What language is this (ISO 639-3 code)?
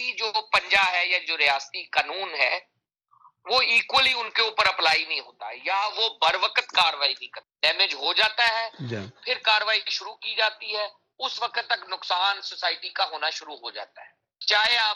urd